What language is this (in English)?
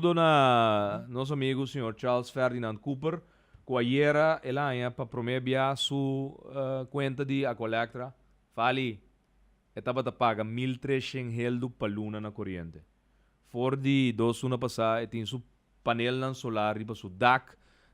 Papiamento